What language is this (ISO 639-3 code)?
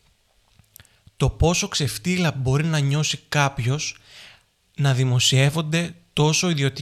ell